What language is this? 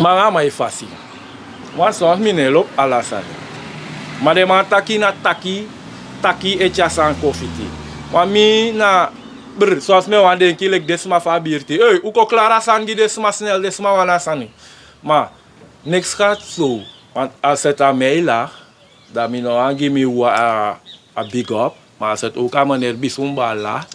Sranan Tongo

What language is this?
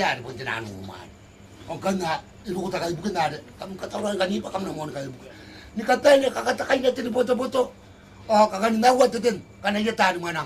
Gilbertese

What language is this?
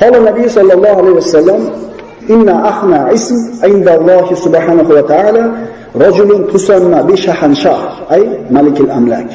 Uzbek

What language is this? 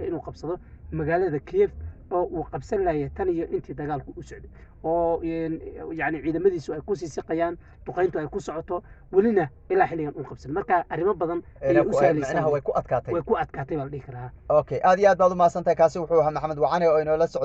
Somali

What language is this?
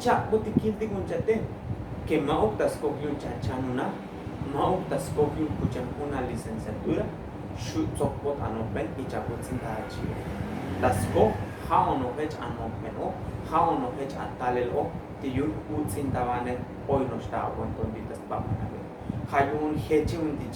Tzotzil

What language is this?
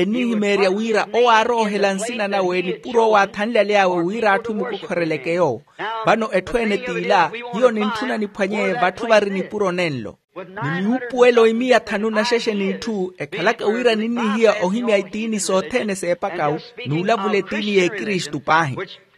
Makhuwa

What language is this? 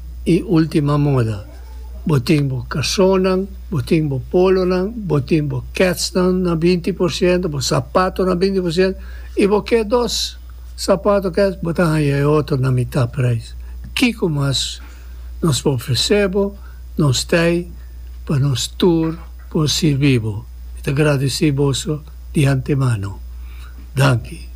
Papiamento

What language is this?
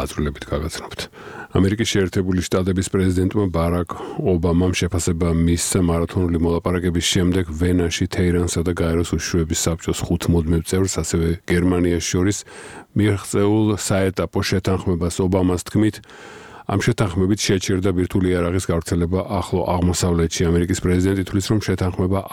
Georgian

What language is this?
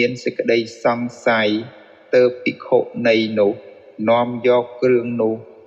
Khmer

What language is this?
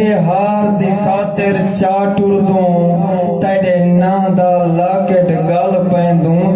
Saraiki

